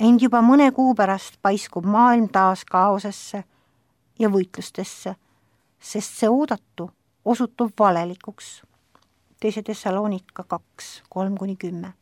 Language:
Estonian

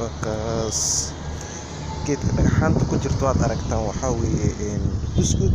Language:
Somali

